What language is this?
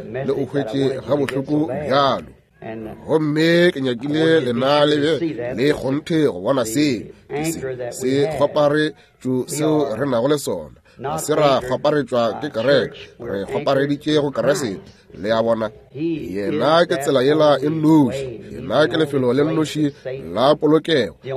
Northern Sotho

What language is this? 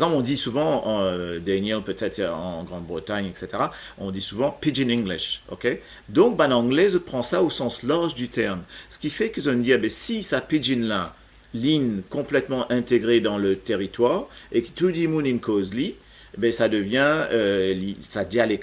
Morisyen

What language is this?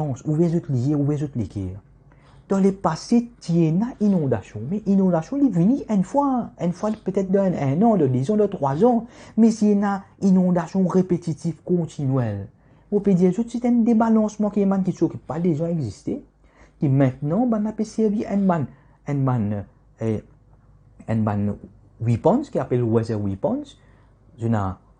Morisyen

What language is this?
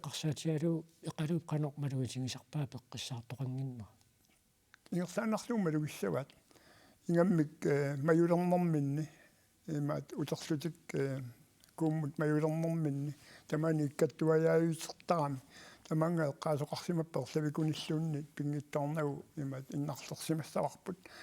Kalaallisut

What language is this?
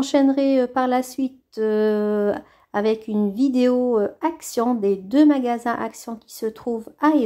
French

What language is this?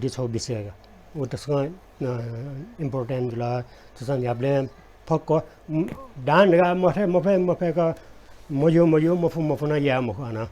Newari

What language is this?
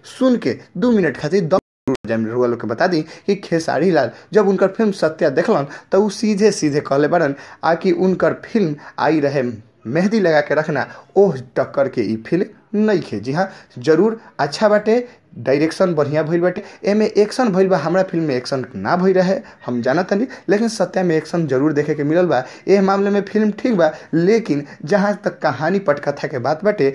Bhojpuri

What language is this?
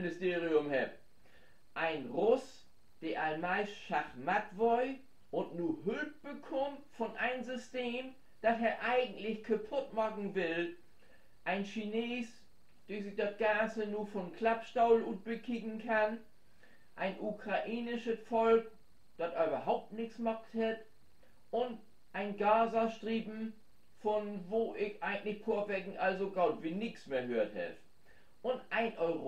Low German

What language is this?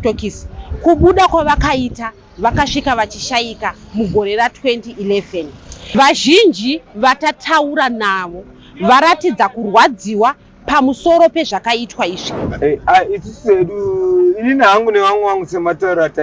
Shona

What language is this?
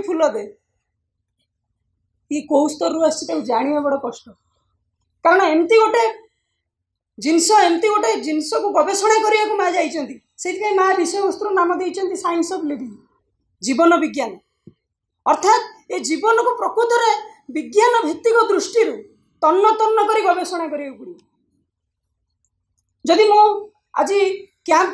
Odia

